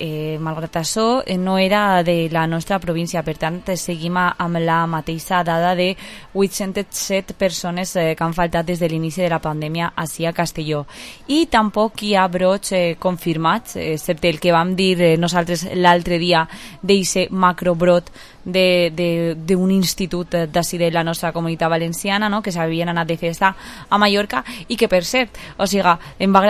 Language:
Catalan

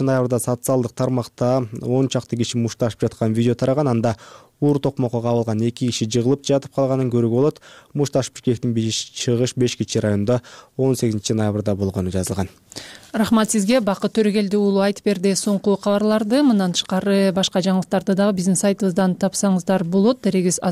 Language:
Kyrgyz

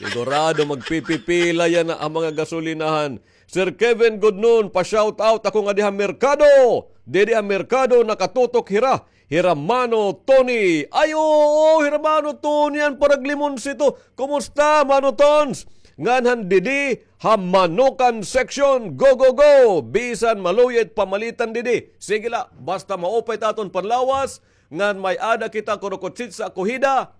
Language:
Waray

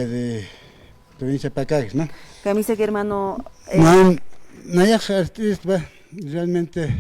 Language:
Aymara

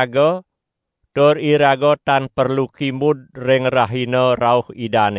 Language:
Balinese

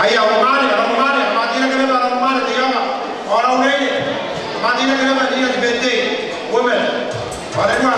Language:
Gilbertese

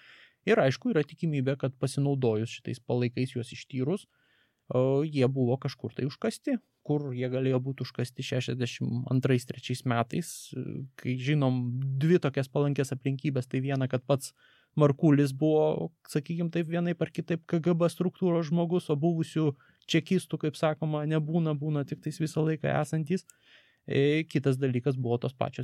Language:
Lithuanian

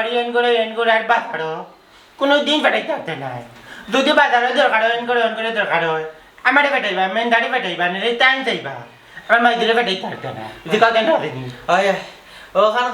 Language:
Sylheti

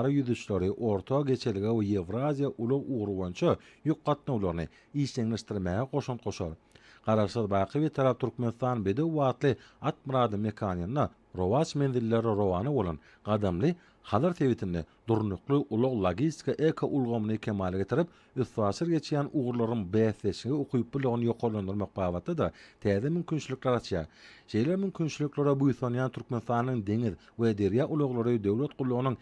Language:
Turkmen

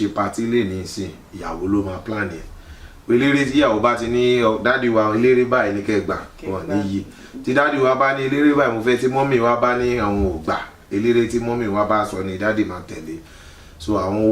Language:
Yoruba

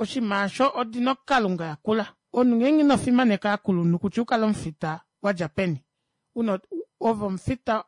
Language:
Kuanyama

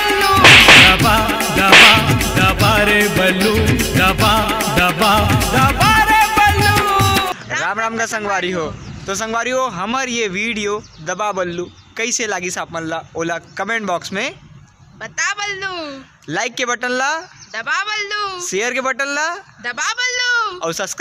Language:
Chhattisgarhi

